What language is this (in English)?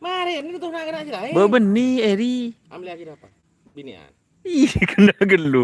Madurese